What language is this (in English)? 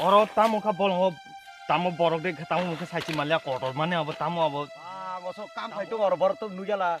Kok Borok